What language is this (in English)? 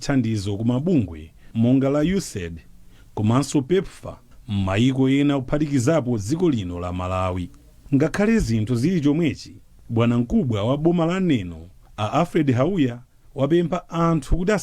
Nyanja